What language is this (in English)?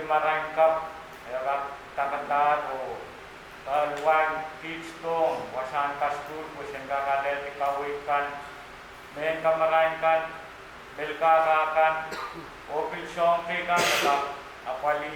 Pohnpeian